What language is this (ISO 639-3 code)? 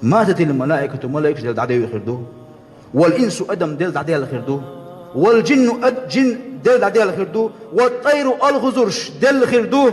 che